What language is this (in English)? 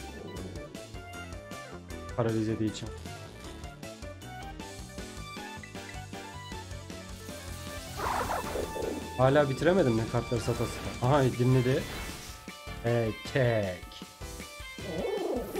Turkish